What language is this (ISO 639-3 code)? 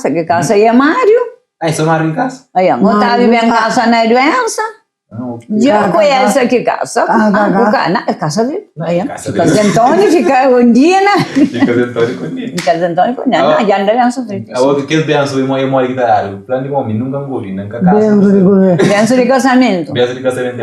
kea